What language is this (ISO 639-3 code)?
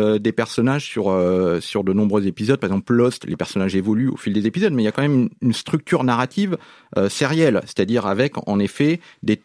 fra